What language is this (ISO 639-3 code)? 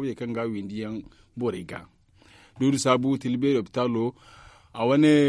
dje